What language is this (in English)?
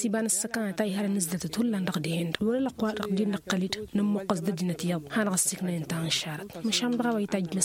Tamasheq